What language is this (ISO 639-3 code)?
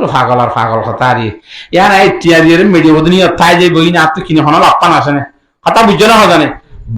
rhg